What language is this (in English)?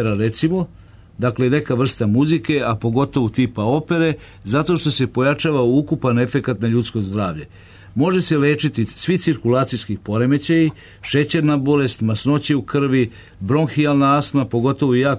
Serbian